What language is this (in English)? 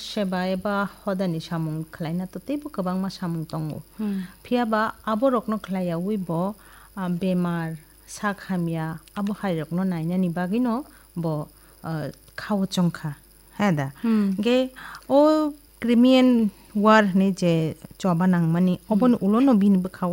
Kok Borok